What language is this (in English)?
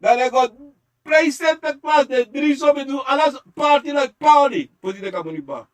Sranan Tongo